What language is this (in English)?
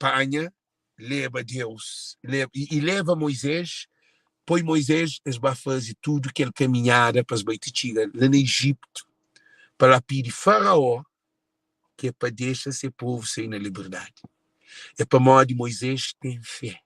Kabuverdianu